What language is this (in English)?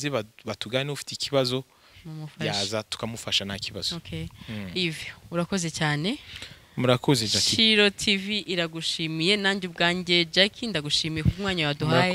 Kinyarwanda